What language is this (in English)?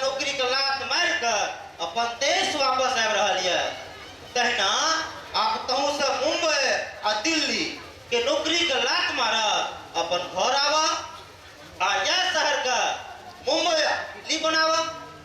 Maithili